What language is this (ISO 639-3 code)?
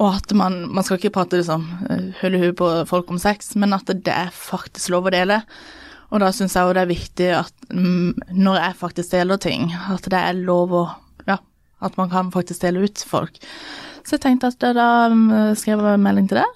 nor